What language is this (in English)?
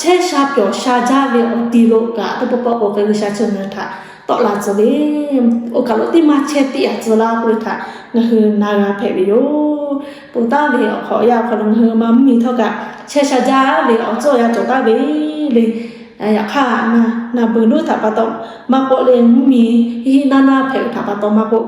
Lahu